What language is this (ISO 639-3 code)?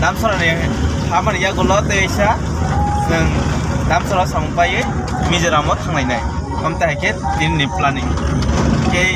trp